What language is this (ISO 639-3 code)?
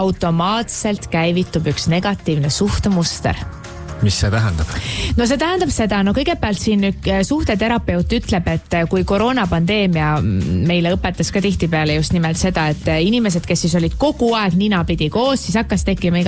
est